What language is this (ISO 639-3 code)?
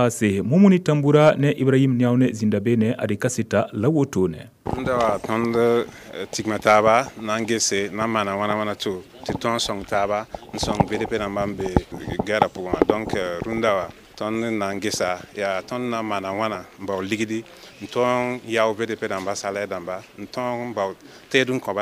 mos